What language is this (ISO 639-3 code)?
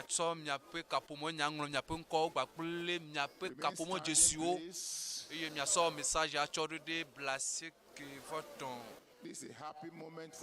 ewe